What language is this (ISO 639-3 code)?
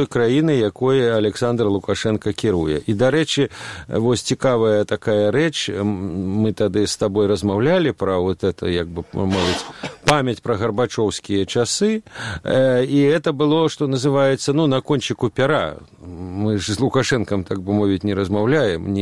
bel